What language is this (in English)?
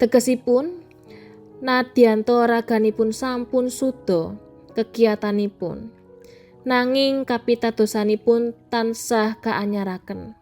Javanese